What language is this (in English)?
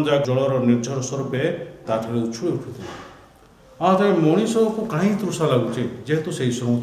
Odia